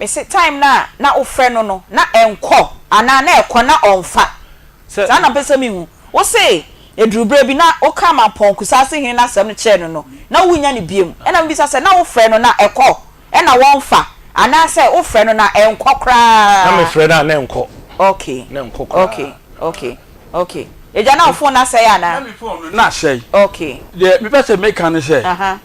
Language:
Akan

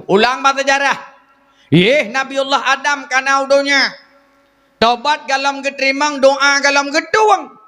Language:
Achinese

